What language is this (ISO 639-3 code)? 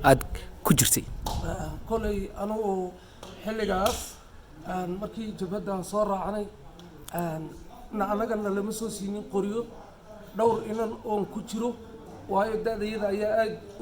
som